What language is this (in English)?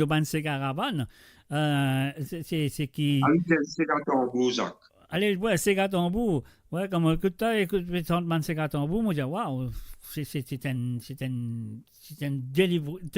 Morisyen